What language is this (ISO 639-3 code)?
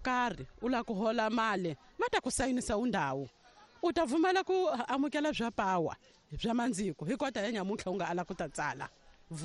tso